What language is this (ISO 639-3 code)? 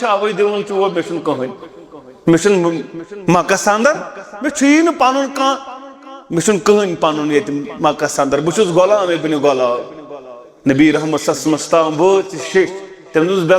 kas